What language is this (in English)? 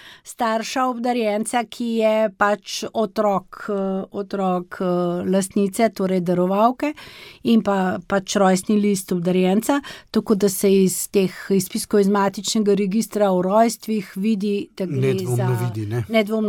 Slovenian